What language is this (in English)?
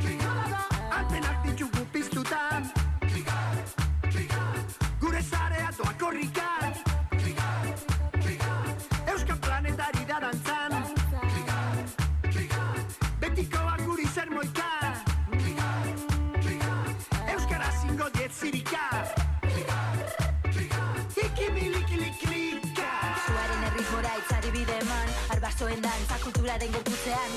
Basque